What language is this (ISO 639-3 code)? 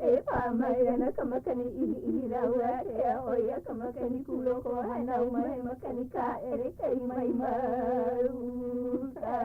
haw